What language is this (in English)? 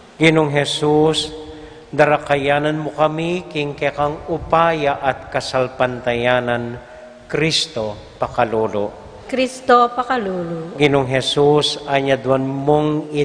Pampanga